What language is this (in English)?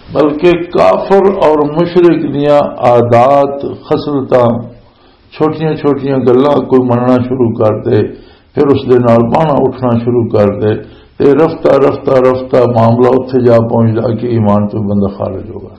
Western Panjabi